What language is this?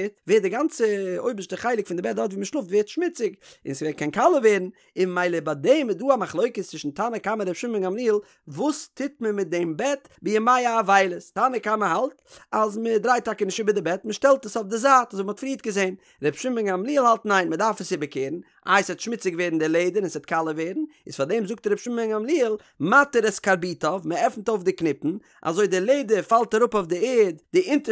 Yiddish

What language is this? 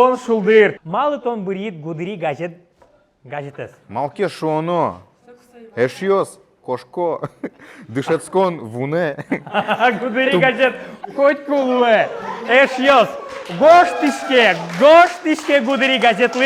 Udmurt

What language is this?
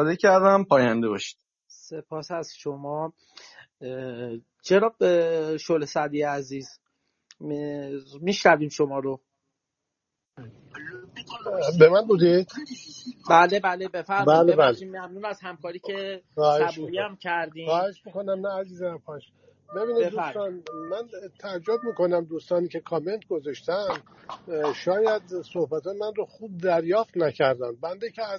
Persian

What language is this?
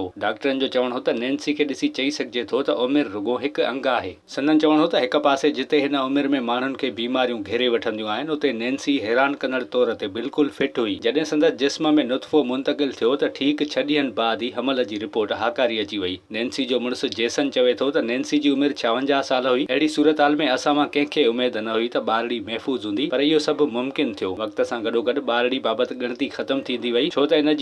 Sindhi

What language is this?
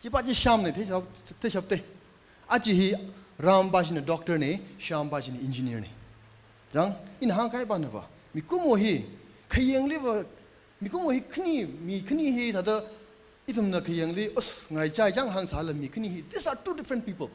Tangkhul Naga (India)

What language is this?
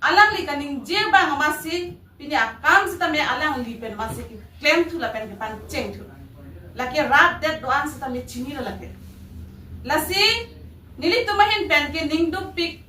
Karbi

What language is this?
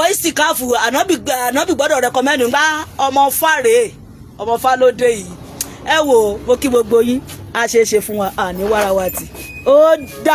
Yoruba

